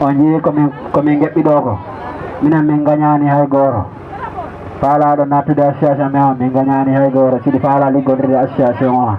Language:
Fula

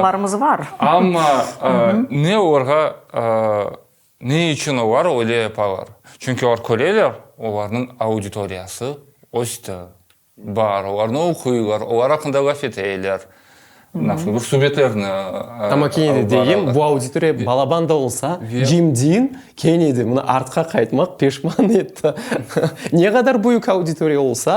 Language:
Crimean Tatar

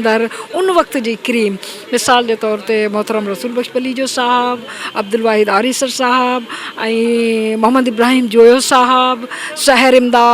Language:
Sindhi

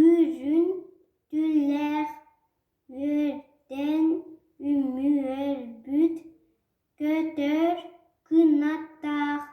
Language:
Yakut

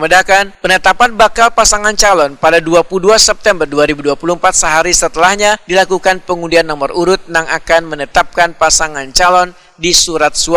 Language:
Banjar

